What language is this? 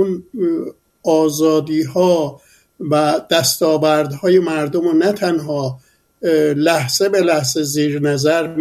Persian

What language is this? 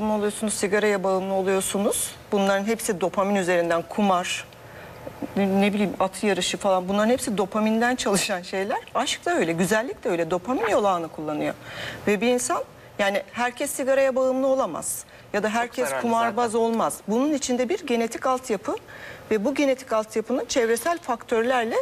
Turkish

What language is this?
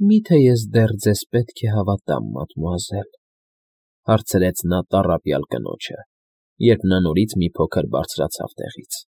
Armenian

